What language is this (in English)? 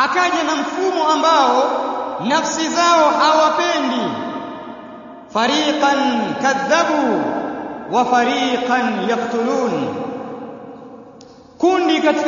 Swahili